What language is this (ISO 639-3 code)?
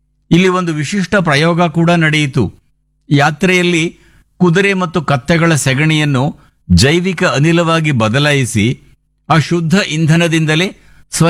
kan